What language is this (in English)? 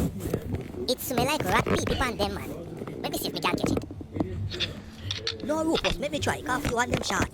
Jamaican Creole English